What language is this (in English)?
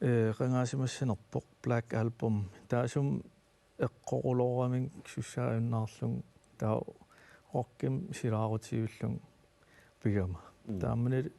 Kalaallisut